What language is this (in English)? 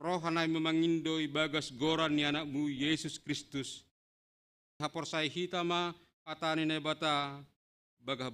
Batak Simalungun